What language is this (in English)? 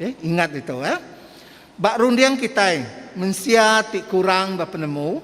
Iban